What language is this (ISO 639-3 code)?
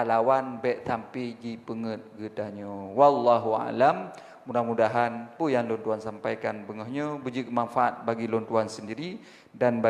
ace